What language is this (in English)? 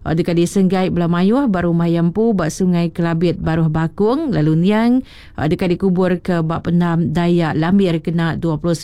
Iban